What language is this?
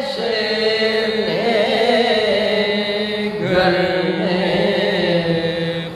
Urdu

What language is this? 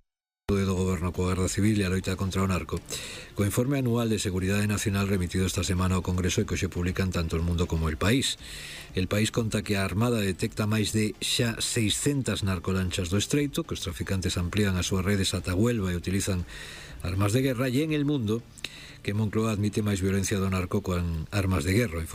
Galician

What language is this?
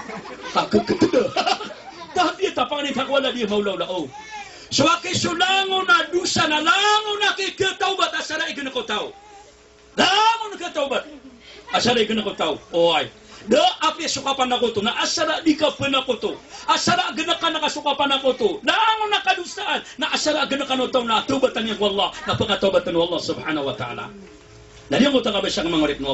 Maranao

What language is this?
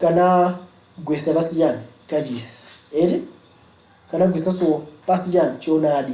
Nyanja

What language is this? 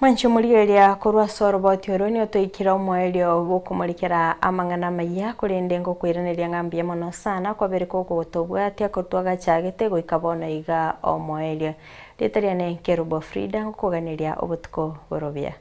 Gusii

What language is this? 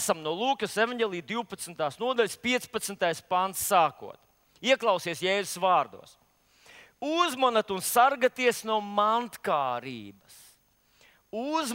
Latvian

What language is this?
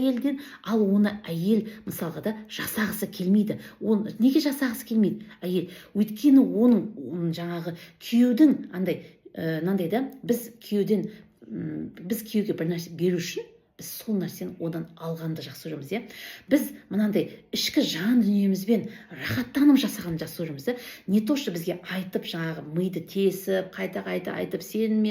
Kazakh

